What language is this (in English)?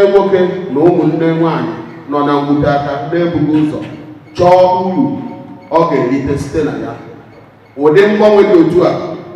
Igbo